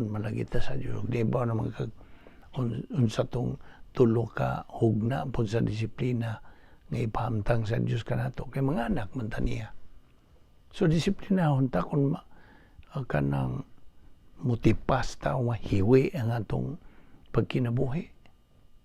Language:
Cebuano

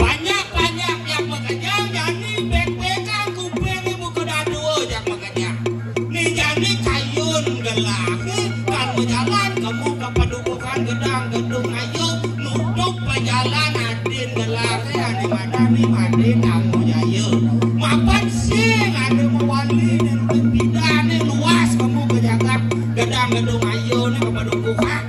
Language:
Balinese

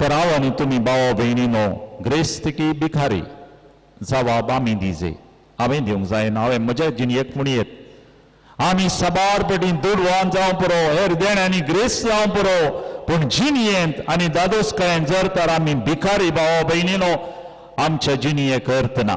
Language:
Konkani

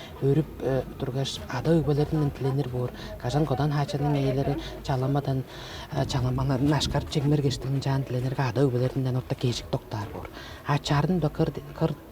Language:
Tuvinian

